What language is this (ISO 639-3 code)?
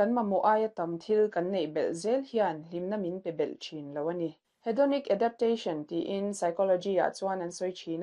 lus